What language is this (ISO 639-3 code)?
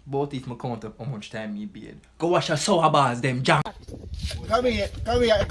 jam